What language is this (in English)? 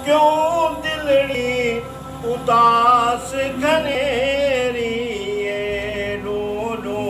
Saraiki